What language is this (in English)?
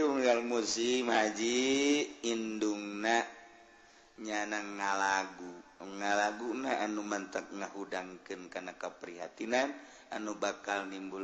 Sundanese